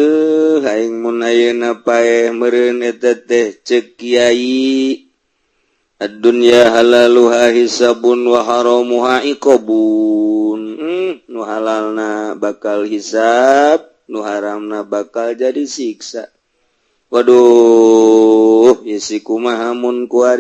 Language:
Sundanese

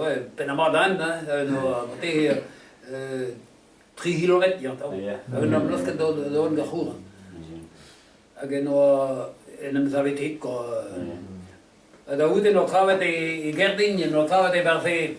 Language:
Breton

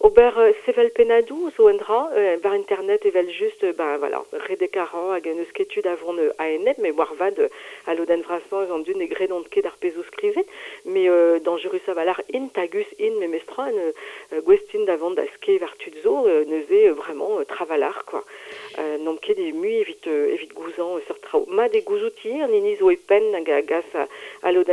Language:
Breton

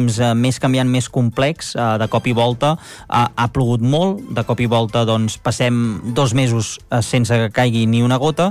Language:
Catalan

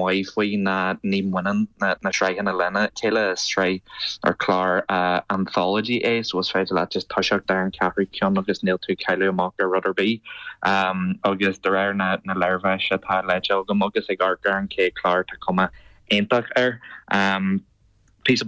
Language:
Irish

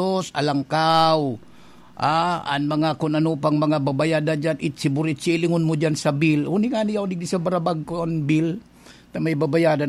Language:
Bikol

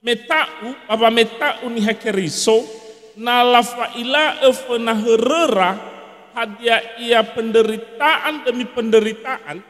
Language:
Nias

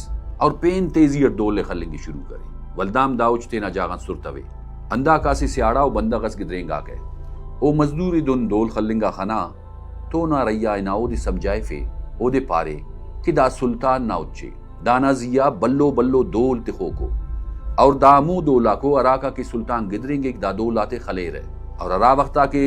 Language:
Brahui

